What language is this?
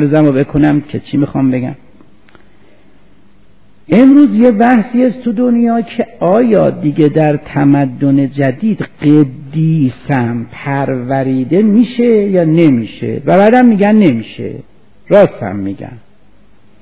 Persian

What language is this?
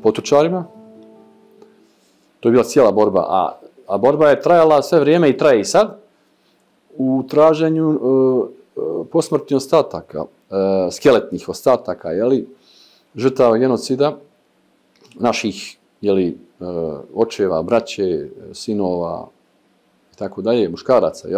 Bosnian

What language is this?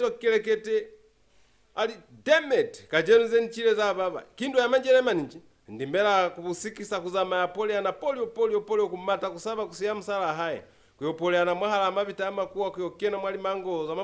Lozi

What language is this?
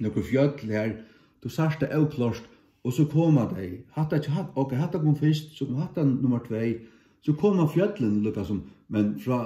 Faroese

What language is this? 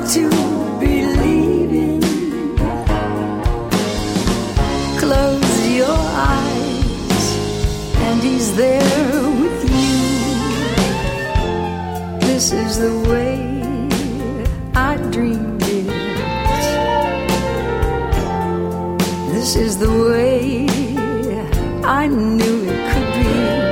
English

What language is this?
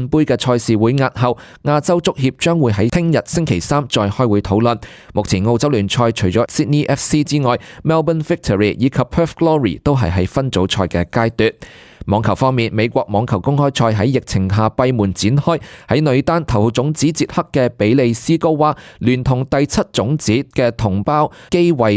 Cantonese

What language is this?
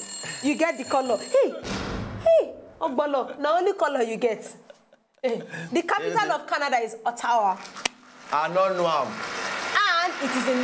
Nigerian Pidgin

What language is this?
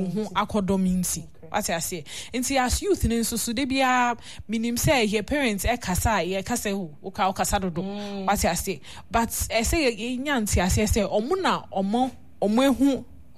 Akan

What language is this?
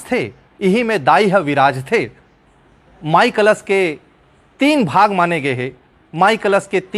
Chhattisgarhi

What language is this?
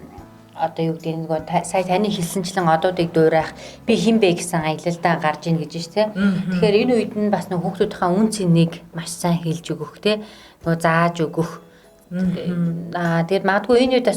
Mongolian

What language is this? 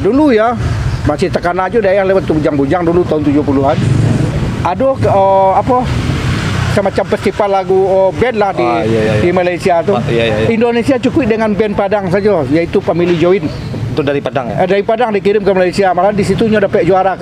Minangkabau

